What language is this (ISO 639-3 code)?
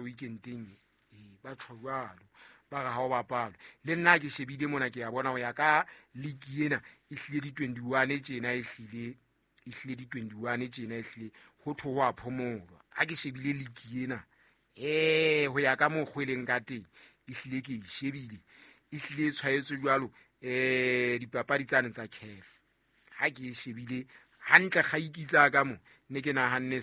sot